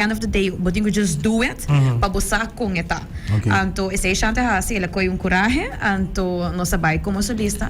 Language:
Papiamento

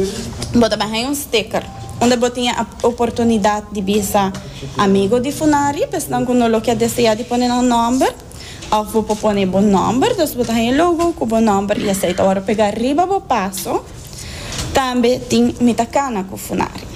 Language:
Papiamento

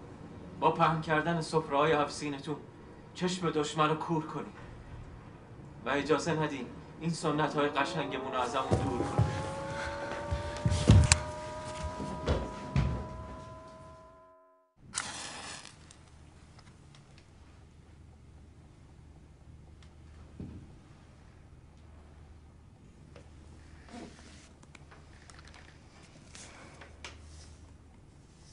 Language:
Persian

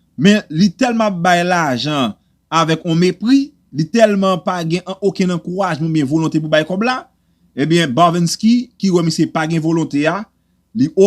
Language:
Haitian Creole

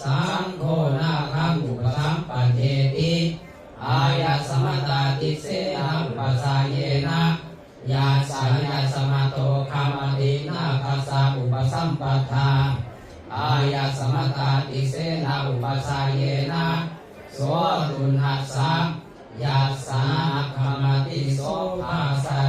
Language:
Pali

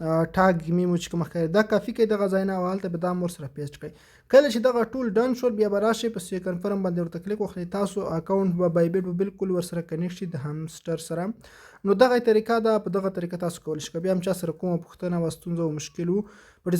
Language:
Pashto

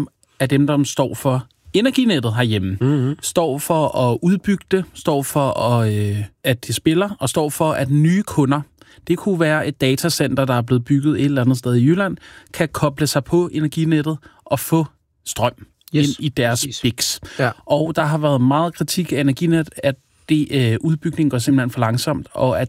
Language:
Danish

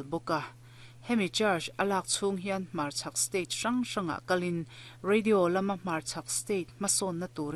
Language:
Mizo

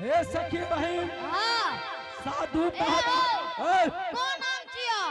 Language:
Angika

